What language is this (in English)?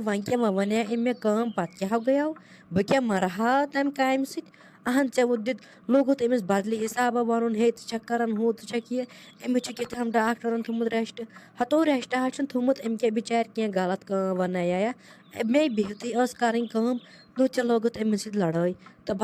Kashmiri